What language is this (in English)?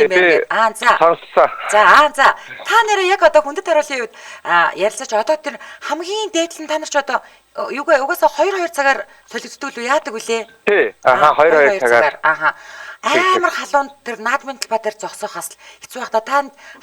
Mongolian